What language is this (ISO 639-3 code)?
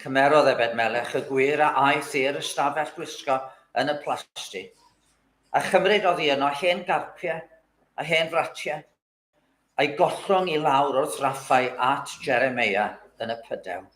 cym